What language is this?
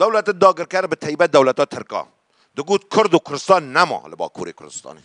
Kurdish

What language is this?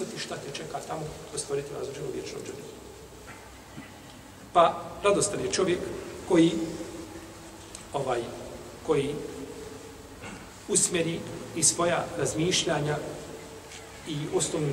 Bosnian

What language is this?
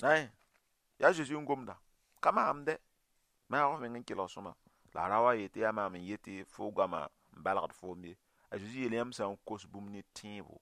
Mossi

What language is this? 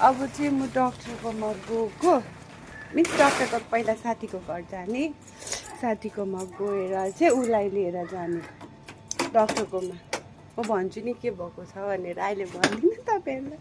Nepali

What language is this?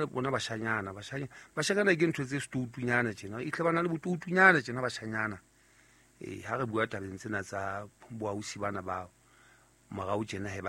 Southern Sotho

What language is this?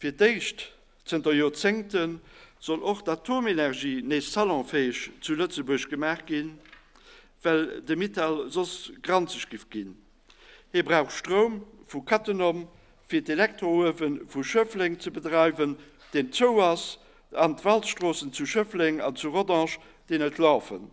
Luxembourgish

